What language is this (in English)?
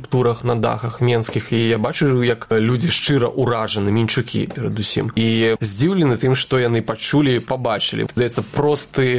Belarusian